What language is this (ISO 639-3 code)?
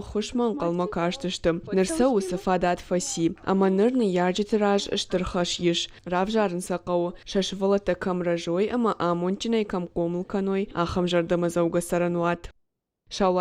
oss